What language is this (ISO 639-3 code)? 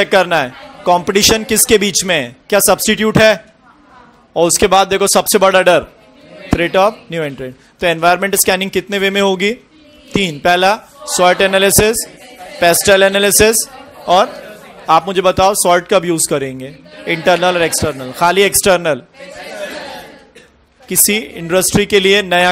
hin